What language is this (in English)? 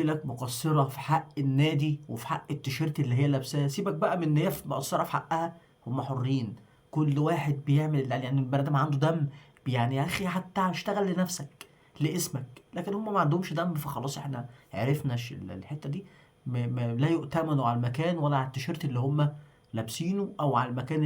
Egyptian Arabic